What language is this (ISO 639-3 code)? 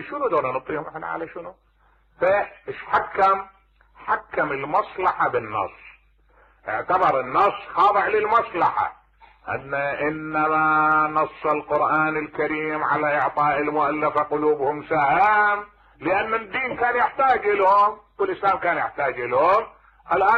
acm